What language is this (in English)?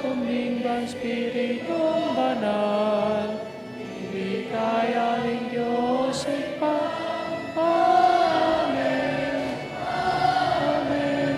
Pampanga